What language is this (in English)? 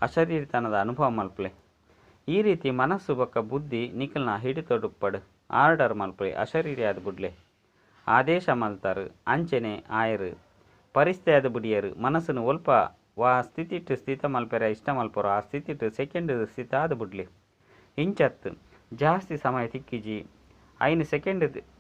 Tulu